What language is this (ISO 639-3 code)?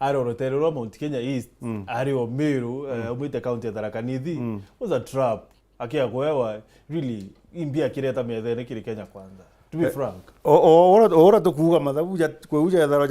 mer